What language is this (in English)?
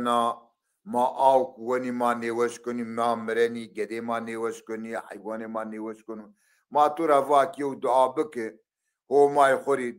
Zaza